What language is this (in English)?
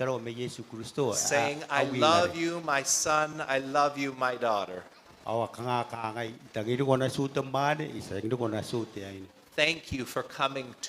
Gilbertese